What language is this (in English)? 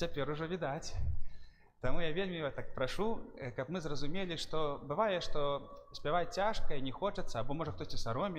Belarusian